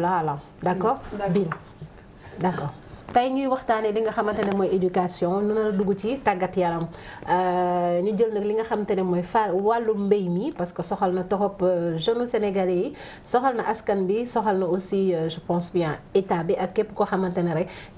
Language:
Wolof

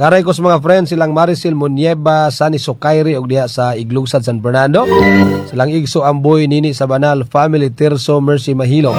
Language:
Cebuano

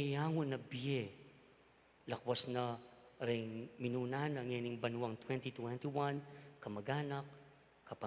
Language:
Pampanga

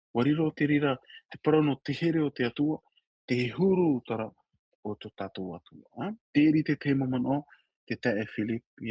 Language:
Tahitian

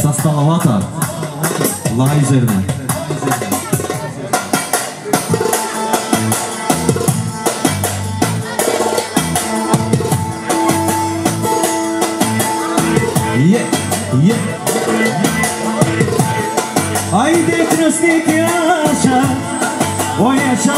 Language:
Turkish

